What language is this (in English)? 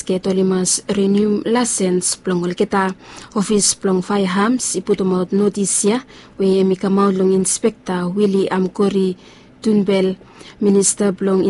Bislama